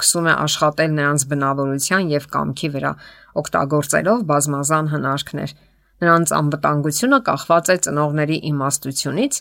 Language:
Armenian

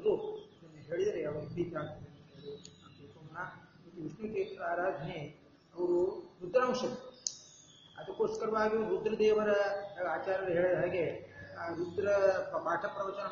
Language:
Kannada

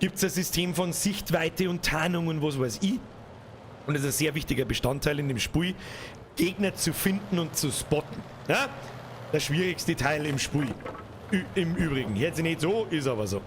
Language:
Bavarian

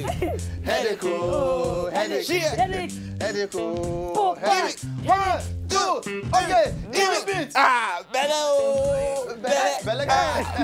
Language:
Nigerian Pidgin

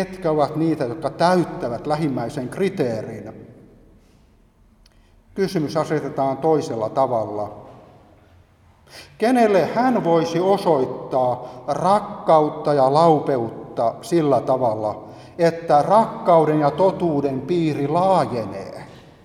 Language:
Finnish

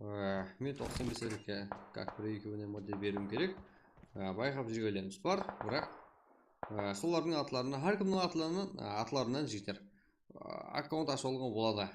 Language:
Kara-Kalpak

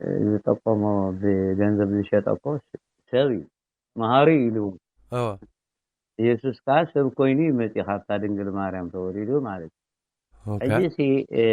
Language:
Tigrinya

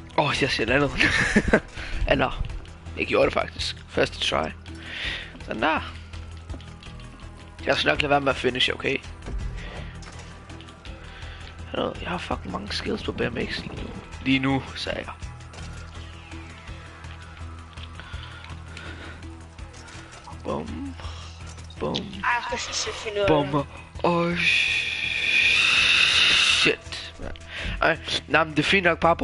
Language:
Danish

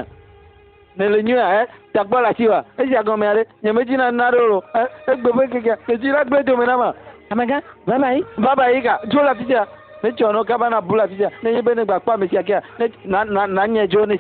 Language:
Ewe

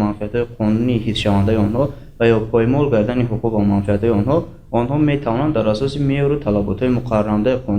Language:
Tajik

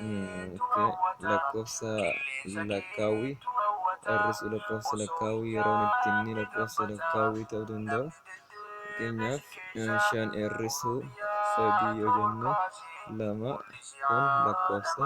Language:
Oromo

